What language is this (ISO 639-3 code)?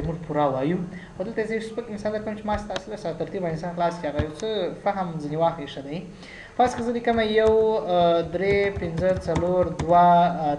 pus